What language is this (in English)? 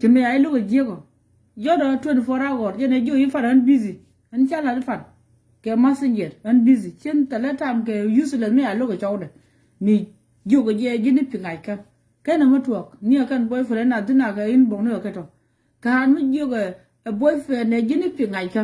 Nuer